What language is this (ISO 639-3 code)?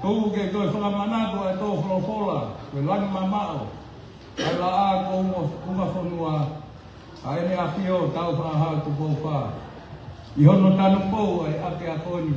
ton